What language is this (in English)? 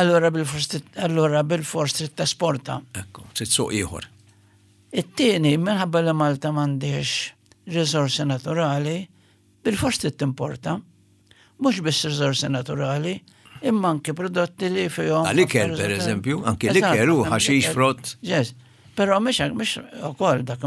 Maltese